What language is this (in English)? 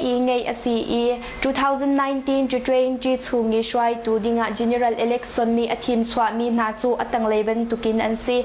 Hakha Chin